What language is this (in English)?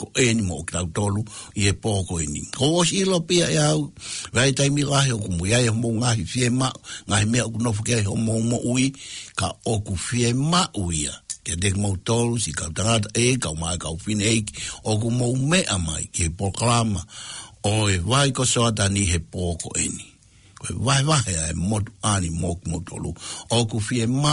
Tongan